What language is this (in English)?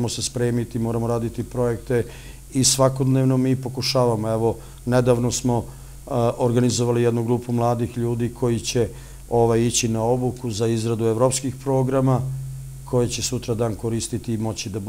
Serbian